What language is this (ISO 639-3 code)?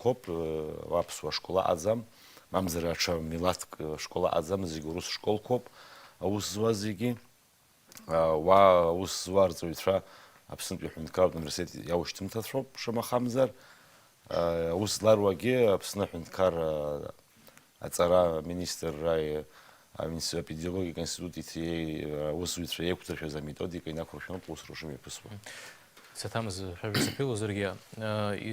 abk